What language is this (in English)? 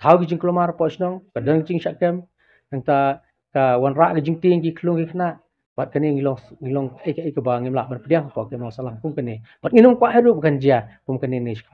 Khasi